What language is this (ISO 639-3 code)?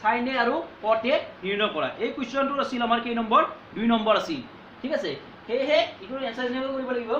asm